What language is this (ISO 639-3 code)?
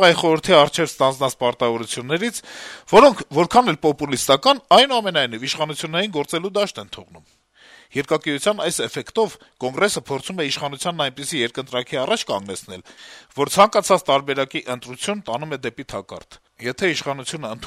hye